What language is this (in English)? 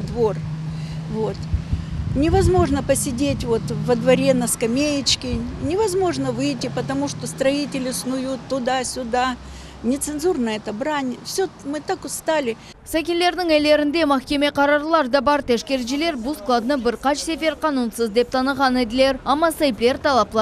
Crimean Tatar